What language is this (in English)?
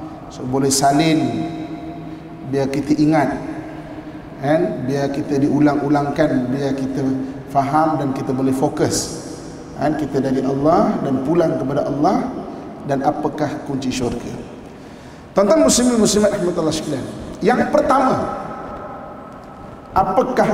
Malay